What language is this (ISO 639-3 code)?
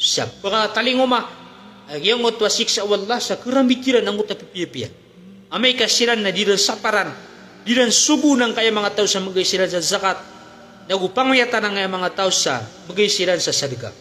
mrw